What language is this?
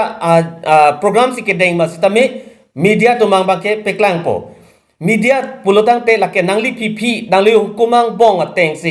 Karbi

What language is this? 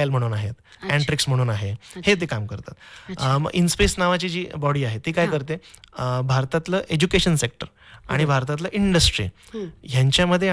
Marathi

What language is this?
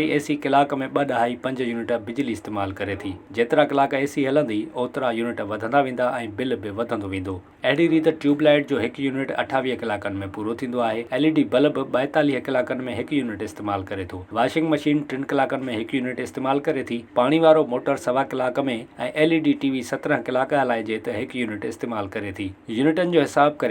Sindhi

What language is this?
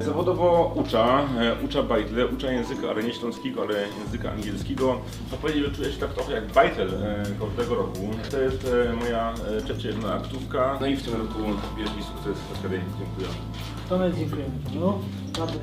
Silesian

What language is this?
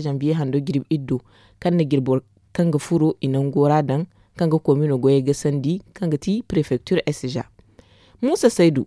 Zarma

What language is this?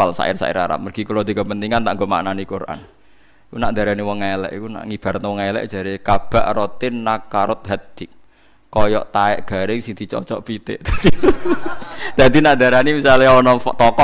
Javanese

